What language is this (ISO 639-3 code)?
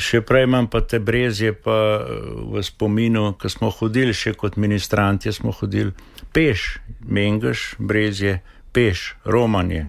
slv